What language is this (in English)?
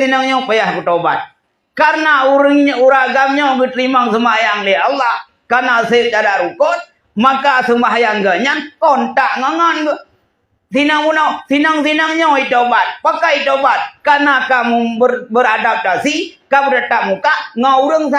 Achinese